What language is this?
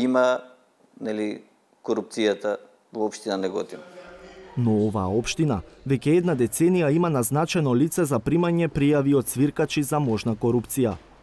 Macedonian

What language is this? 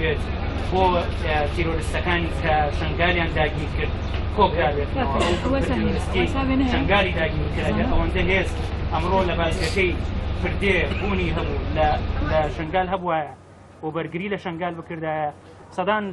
Kurdish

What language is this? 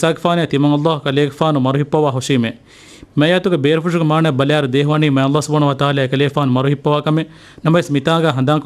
Divehi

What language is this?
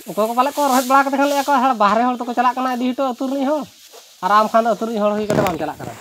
Santali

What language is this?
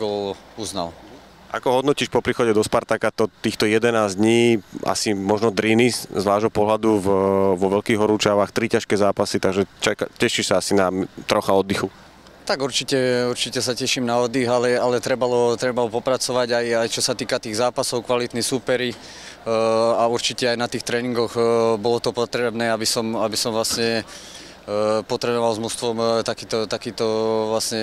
Slovak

